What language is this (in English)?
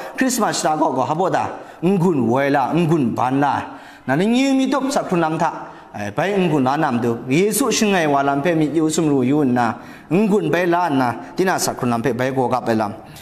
Kachin